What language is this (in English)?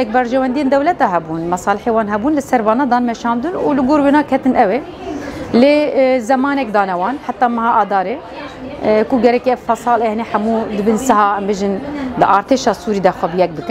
Kurdish